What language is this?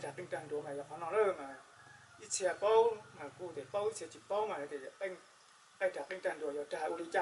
Hmong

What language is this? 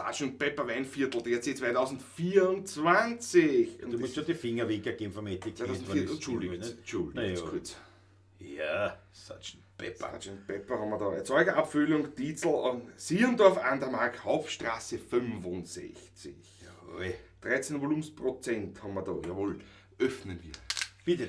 Bavarian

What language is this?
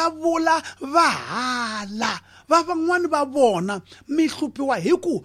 Tsonga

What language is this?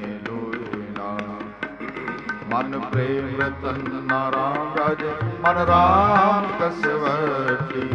Punjabi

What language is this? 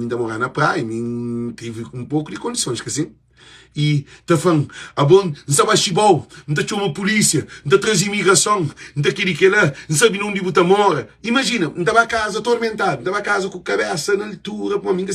Kabuverdianu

